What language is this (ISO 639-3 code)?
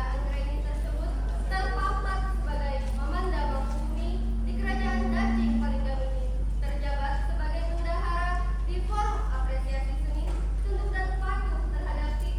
bjn